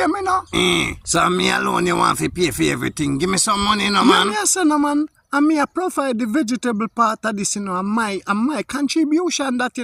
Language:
Jamaican Creole English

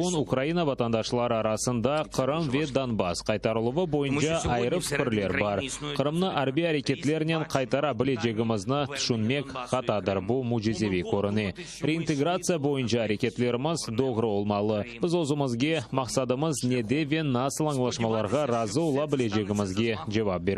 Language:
Crimean Tatar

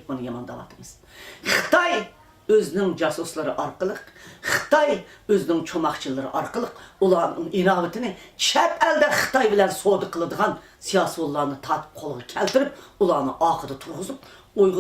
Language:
Uyghur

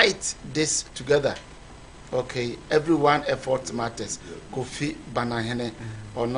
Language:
Akan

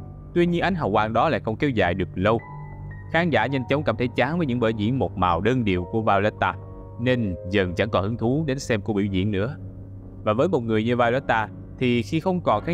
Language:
Vietnamese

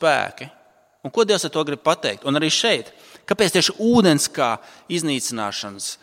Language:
Latvian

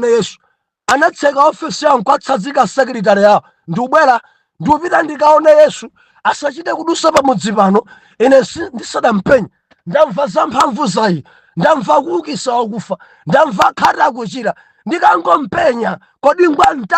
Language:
Nyanja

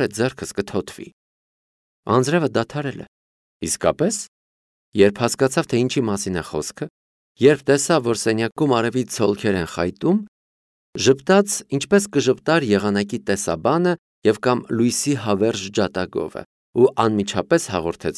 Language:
Armenian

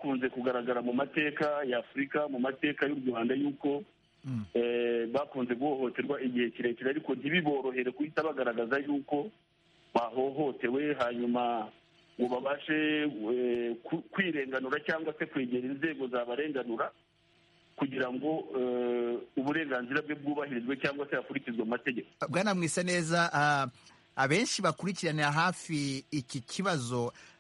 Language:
Kinyarwanda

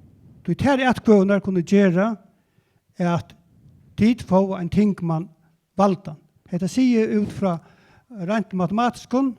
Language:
Faroese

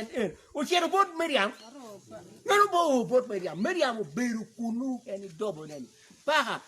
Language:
Acoli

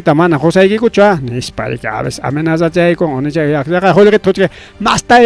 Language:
Ayacucho Quechua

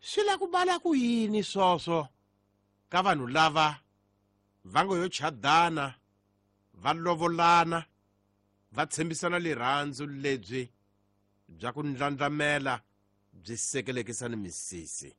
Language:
Tsonga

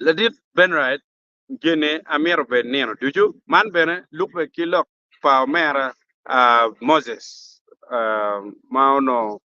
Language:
Acoli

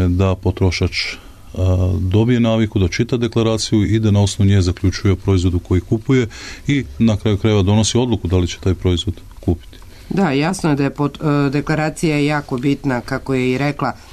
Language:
Serbian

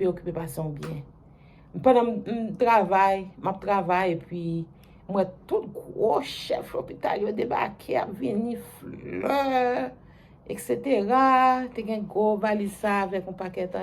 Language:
Haitian Creole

